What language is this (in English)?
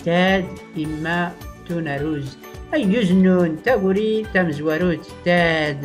Tachelhit